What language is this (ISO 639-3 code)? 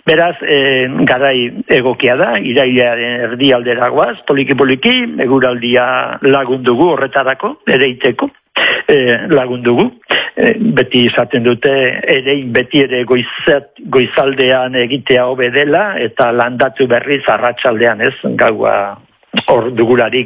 eus